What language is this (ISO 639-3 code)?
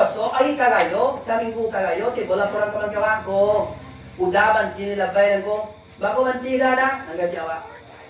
min